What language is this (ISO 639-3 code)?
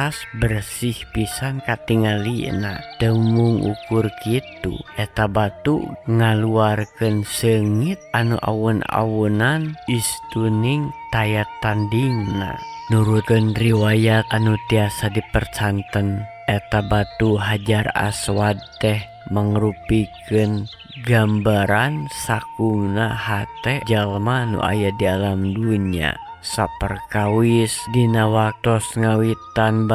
sun